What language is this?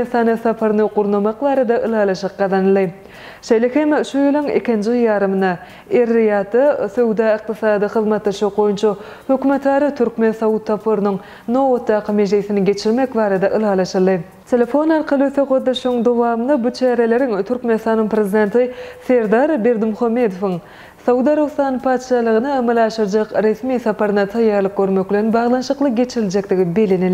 Turkmen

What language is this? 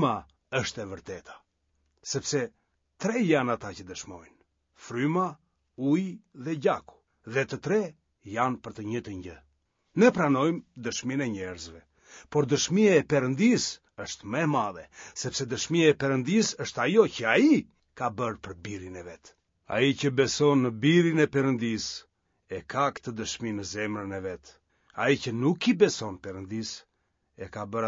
Albanian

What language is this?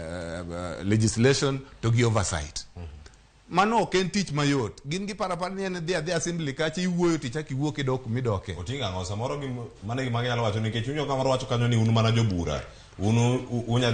Luo (Kenya and Tanzania)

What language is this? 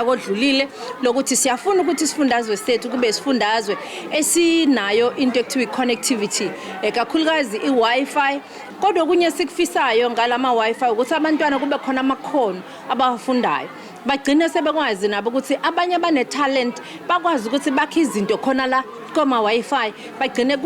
Zulu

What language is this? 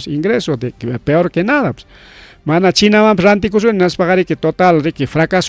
Ayacucho Quechua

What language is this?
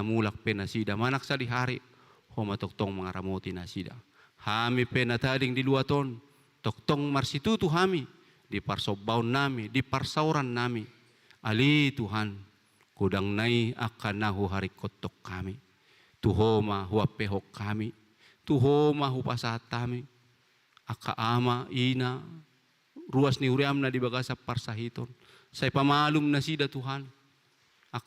Batak Toba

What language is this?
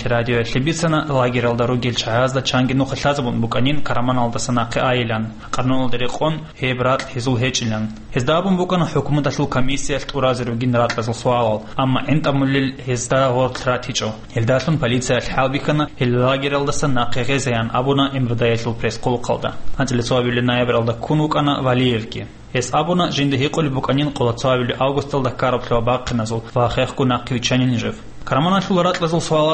Avaric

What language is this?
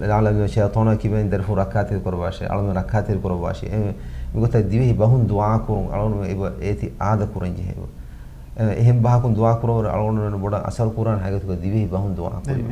Divehi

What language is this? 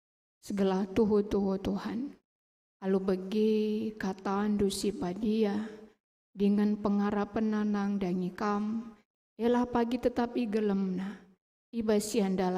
Batak Karo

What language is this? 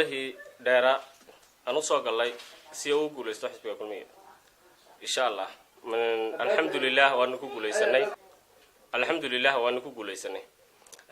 Somali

